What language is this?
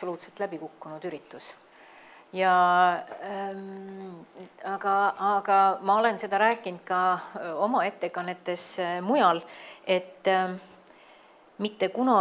Estonian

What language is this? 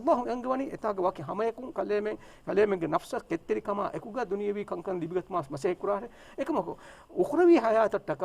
Divehi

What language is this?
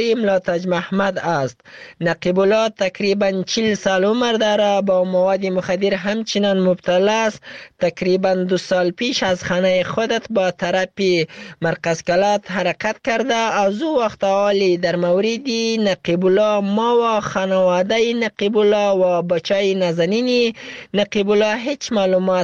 Persian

